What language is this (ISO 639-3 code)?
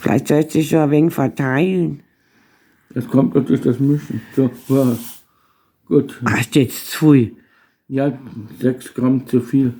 bar